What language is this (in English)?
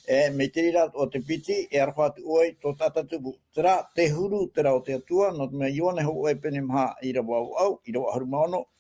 Tahitian